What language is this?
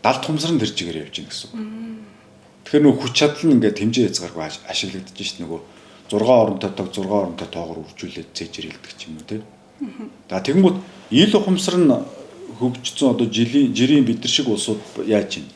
Mongolian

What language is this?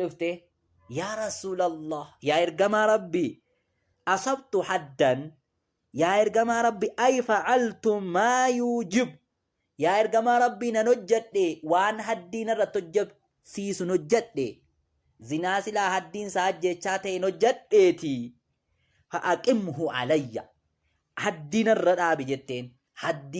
Oromo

